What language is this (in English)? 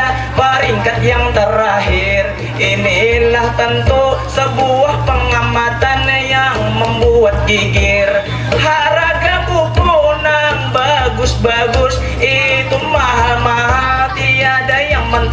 Banjar